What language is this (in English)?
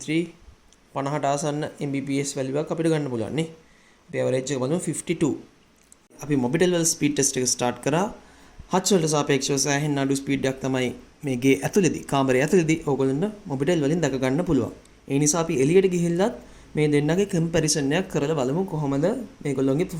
Sinhala